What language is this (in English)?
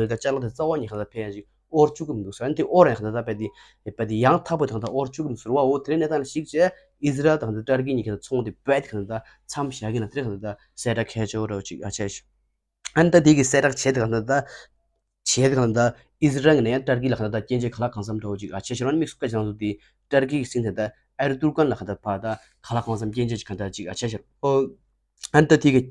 Tibetan